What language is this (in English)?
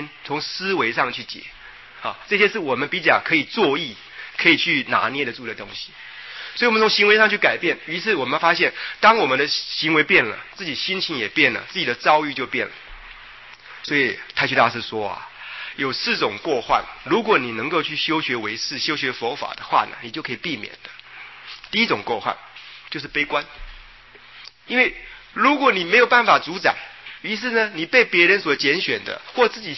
Chinese